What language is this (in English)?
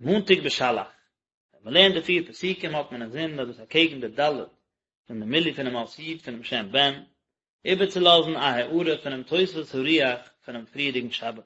Yiddish